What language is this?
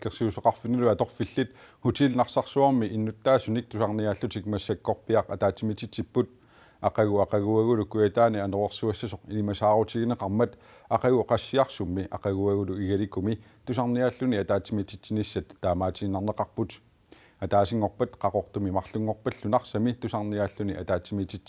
Kalaallisut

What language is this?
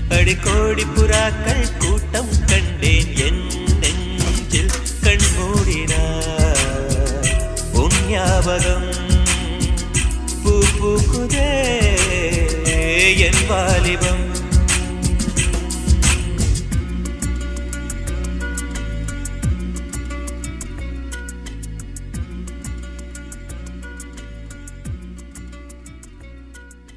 Tamil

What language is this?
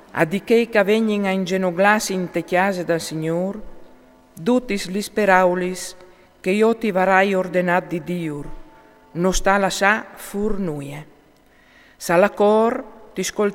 Friulian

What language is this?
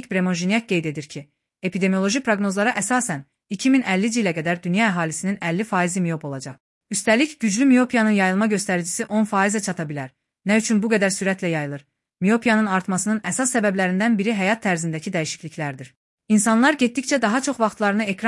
Azerbaijani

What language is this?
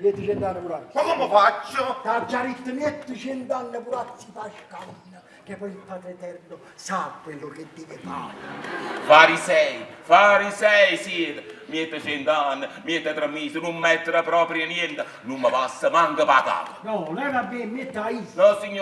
Neapolitan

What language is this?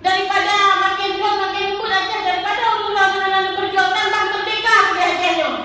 Achinese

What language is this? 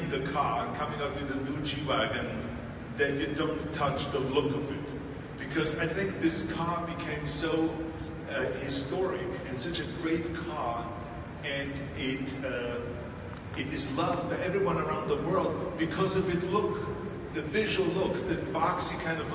English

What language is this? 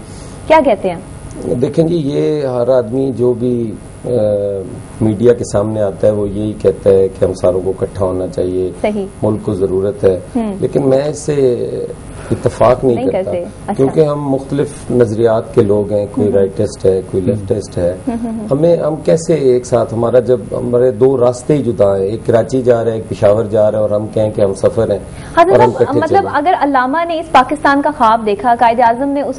Urdu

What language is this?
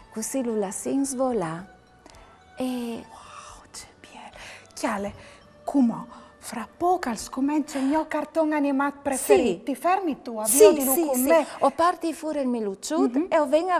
Friulian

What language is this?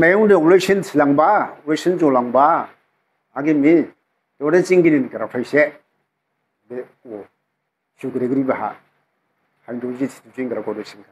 Dimasa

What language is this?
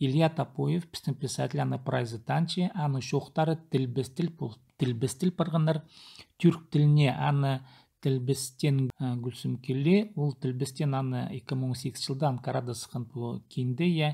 Khakas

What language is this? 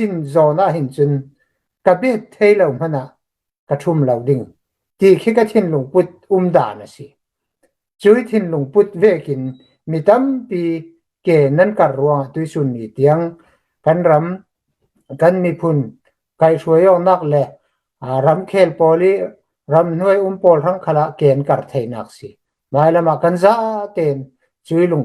Hakha Chin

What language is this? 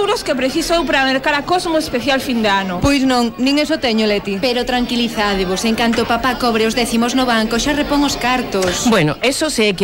Galician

